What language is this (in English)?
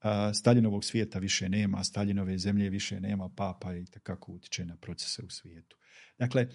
Bosnian